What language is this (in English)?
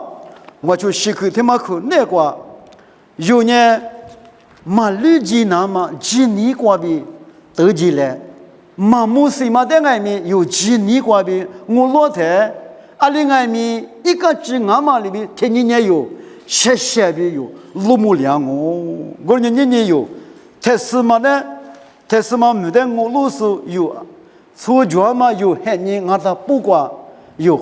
Lisu